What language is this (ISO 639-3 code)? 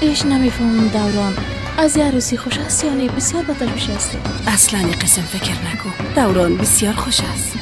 fas